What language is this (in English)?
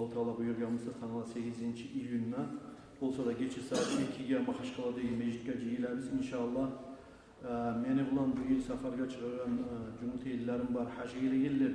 Kumyk